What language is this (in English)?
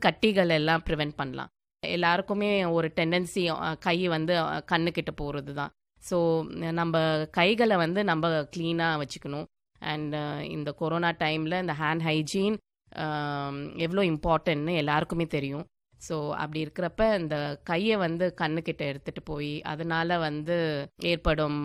Tamil